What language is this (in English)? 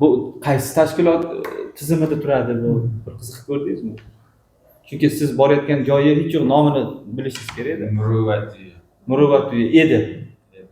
Uzbek